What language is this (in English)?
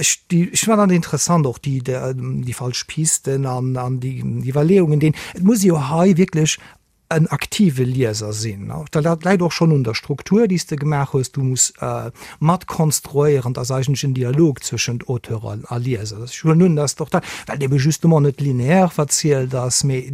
Luxembourgish